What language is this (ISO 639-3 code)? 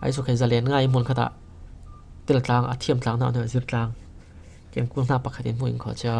cfm